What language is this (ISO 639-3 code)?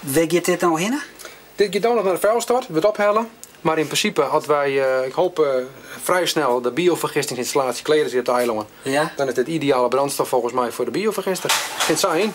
fry